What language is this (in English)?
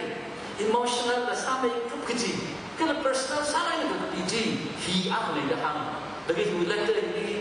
Tangkhul Naga (India)